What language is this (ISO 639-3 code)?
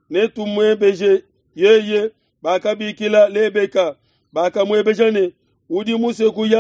lua